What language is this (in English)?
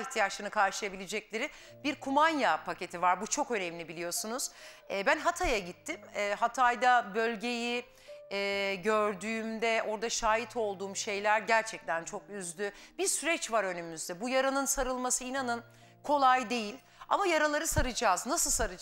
Turkish